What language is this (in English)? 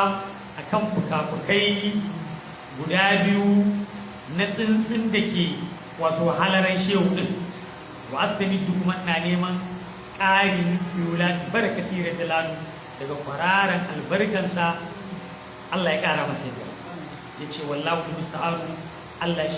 Hausa